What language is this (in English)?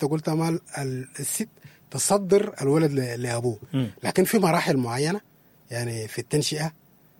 Sudanese Arabic